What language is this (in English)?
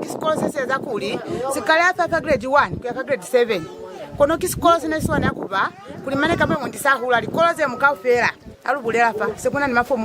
Lozi